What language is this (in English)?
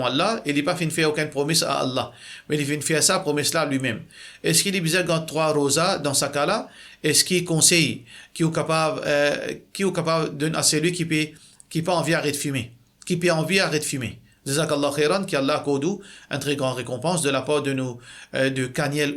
Morisyen